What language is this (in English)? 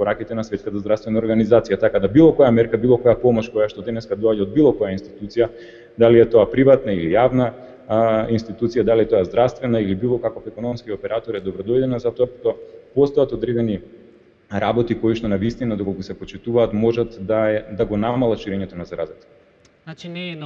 Macedonian